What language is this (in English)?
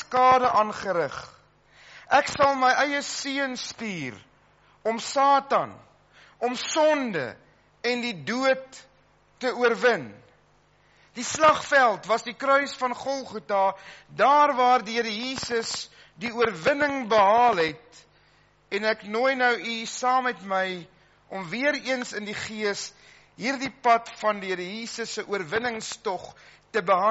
Afrikaans